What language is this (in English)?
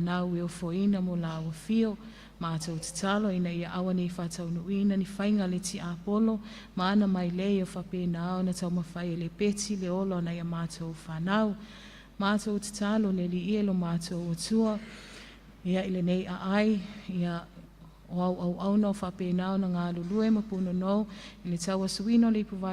Samoan